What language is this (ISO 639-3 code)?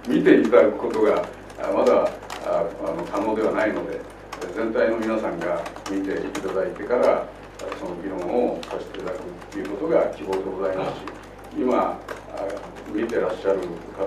jpn